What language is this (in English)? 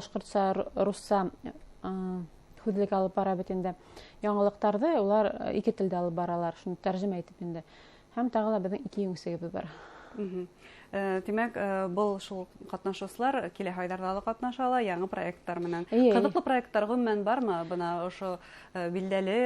Bashkir